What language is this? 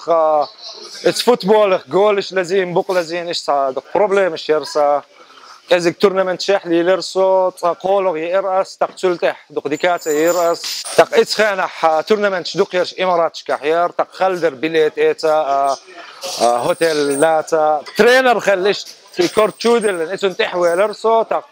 Chechen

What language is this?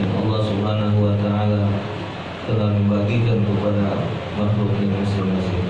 Musi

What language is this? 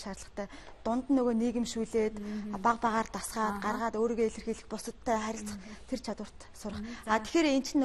Mongolian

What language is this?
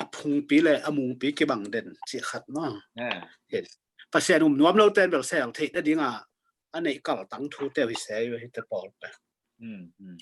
Tedim Chin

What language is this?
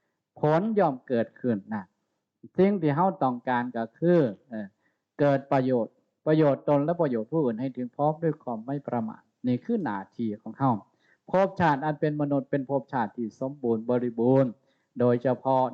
Northeastern Thai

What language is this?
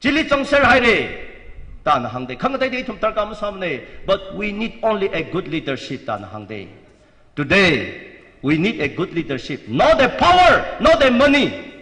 Tangkhul Naga (India)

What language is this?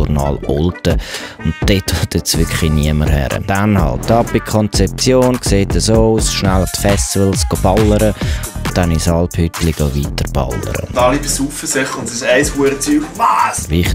Swiss German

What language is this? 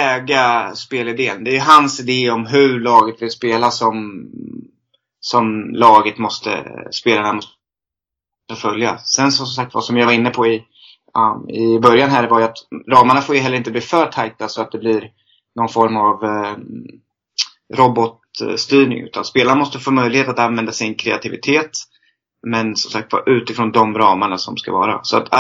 Swedish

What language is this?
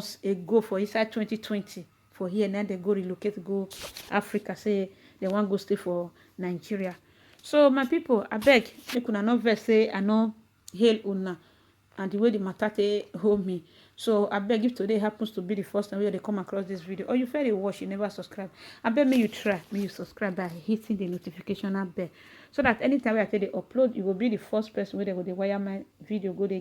Nigerian Pidgin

